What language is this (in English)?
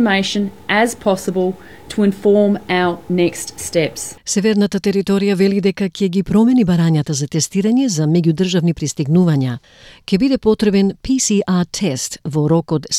Macedonian